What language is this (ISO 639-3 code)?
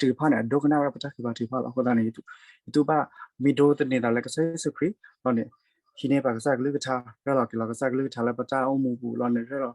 ksw